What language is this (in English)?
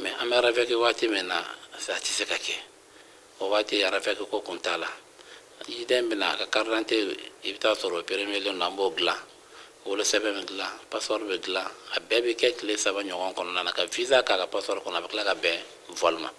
Bambara